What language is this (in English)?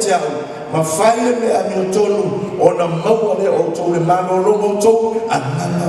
Samoan